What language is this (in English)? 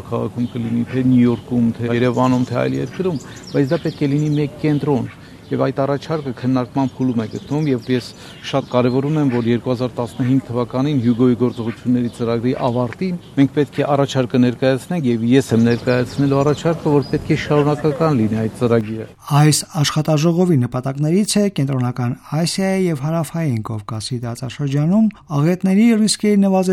Armenian